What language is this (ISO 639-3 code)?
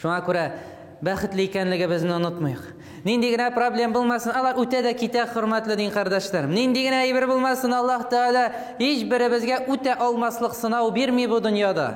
tat